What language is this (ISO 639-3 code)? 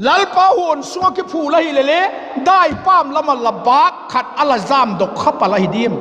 vap